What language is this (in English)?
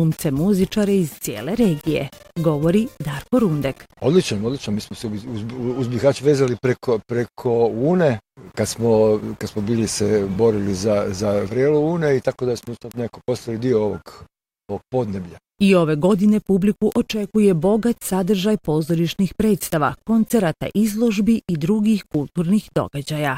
Bosnian